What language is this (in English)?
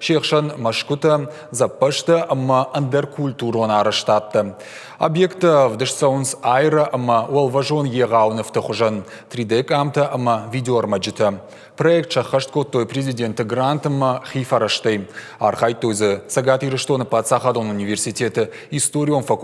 Ossetic